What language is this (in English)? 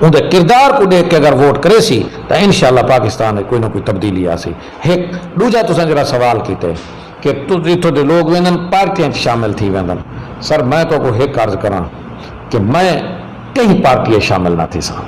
Saraiki